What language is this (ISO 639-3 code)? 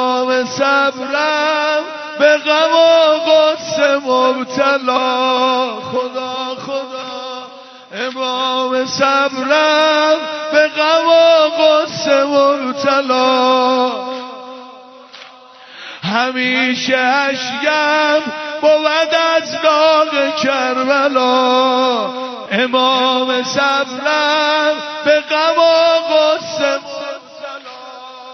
fas